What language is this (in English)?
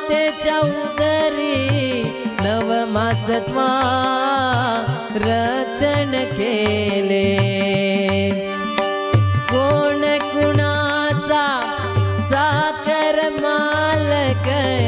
Marathi